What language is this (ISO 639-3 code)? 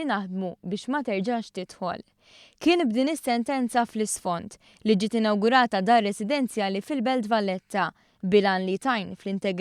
mlt